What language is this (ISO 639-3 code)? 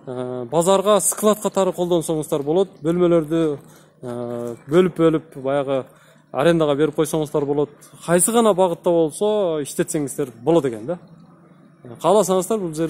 kir